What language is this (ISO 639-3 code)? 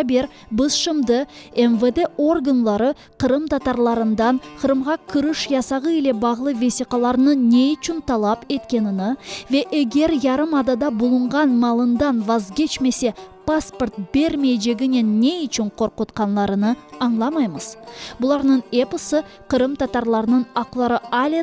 crh